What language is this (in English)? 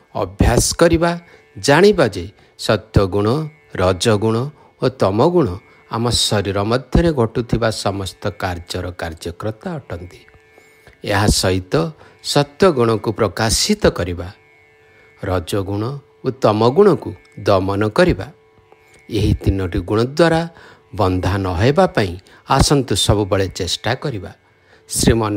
Odia